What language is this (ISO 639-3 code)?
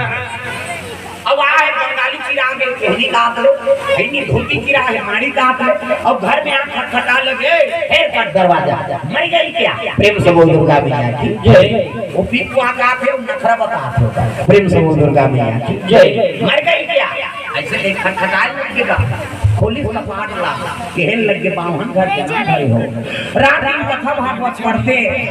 hne